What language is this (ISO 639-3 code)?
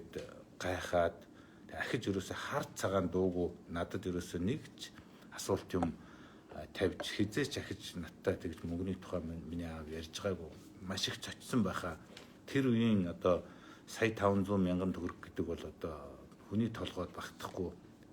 mon